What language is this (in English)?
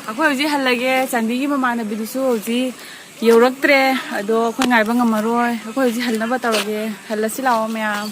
Manipuri